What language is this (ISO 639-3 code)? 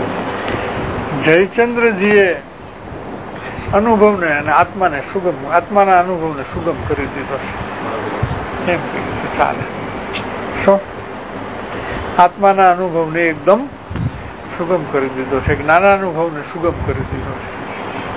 guj